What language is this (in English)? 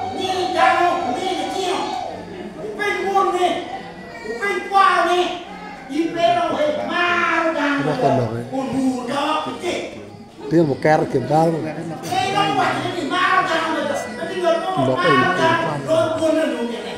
Acoli